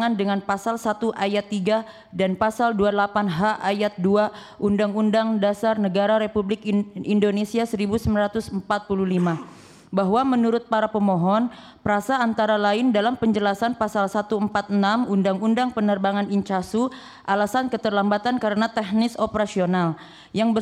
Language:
Indonesian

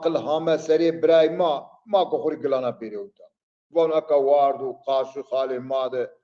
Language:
Zaza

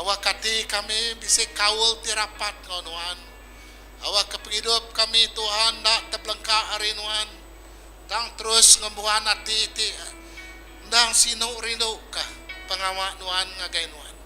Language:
Iban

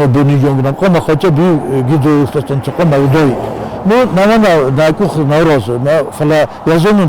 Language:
Ossetic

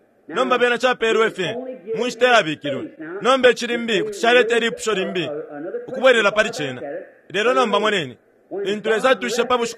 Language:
Bemba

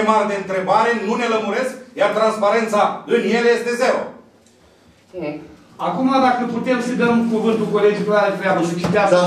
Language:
Romanian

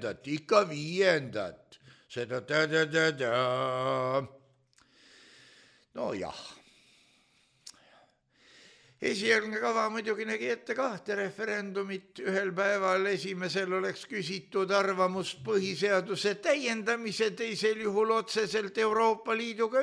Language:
Estonian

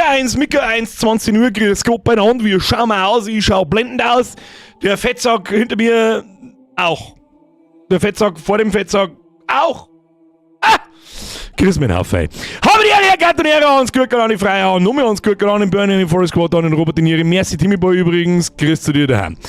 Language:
Bavarian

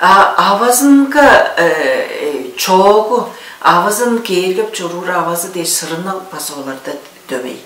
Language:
Tuvinian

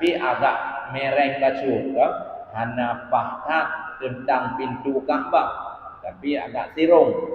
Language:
Achinese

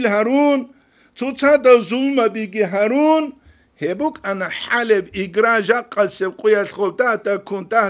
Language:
Avaric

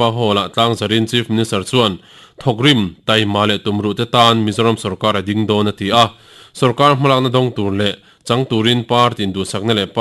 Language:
Mizo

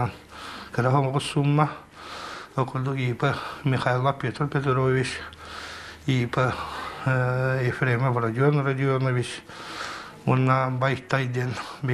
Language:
Yakut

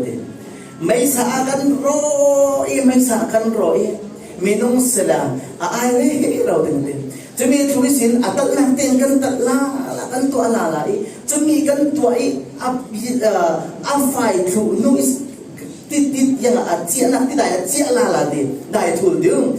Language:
Falam Chin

